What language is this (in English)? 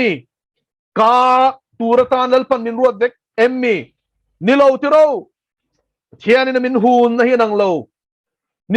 Mizo